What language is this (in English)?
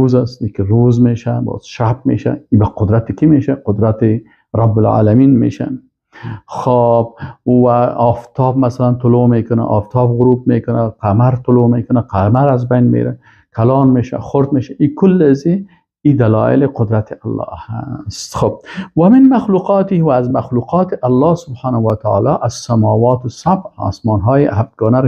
Persian